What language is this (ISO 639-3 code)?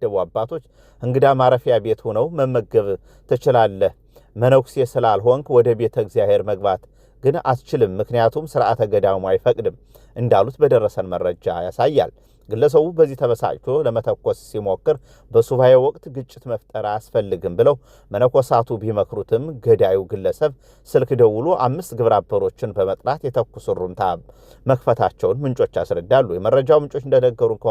amh